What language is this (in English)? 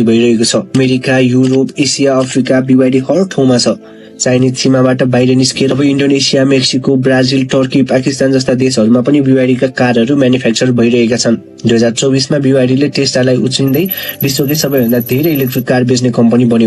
Nepali